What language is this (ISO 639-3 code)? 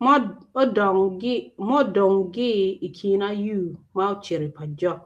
ach